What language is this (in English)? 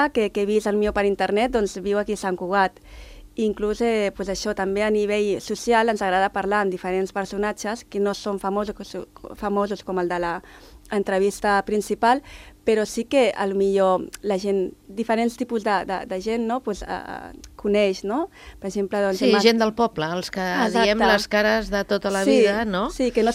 Catalan